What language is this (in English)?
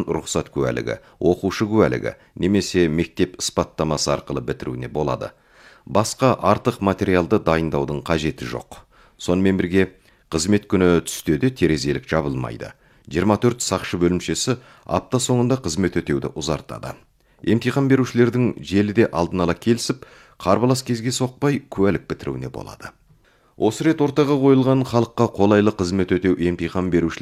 Kazakh